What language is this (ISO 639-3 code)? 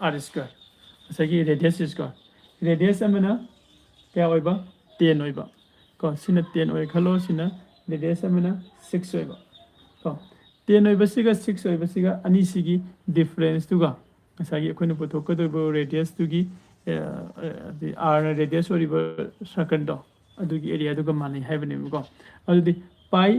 mni